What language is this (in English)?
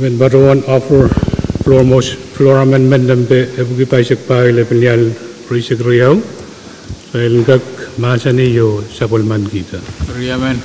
Pohnpeian